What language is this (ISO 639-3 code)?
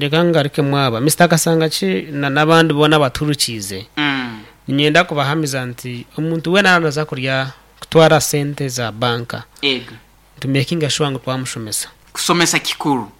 nyn